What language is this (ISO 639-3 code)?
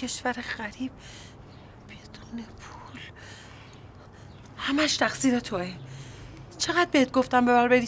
fas